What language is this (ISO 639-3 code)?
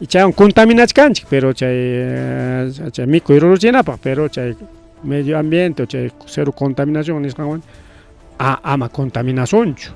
quy